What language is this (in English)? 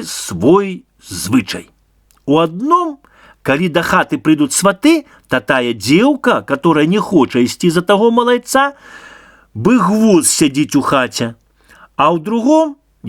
Belarusian